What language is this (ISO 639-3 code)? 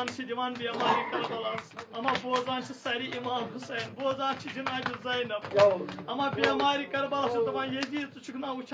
kas